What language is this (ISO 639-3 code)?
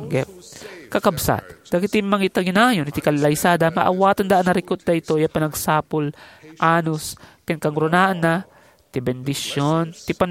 ilo